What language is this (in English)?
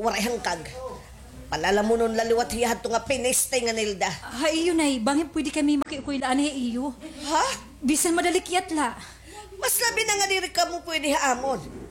Waray